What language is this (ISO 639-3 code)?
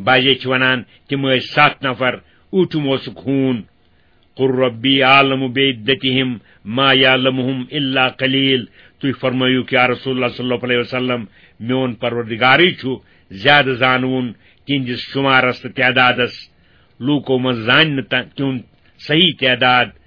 kas